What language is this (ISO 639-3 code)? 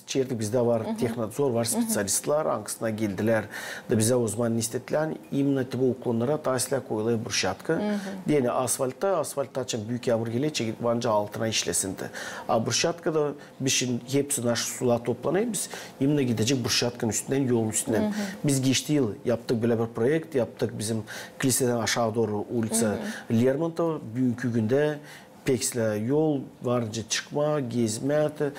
gag